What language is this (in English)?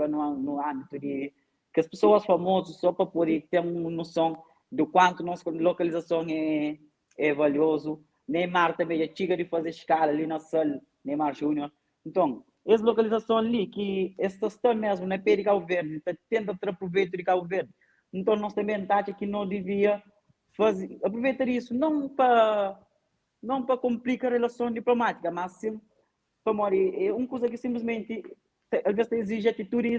Kabuverdianu